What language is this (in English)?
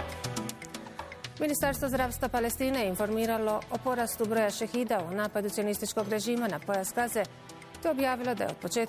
Bosnian